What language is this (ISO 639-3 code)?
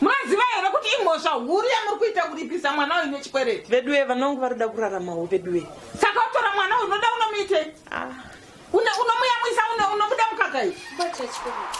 sna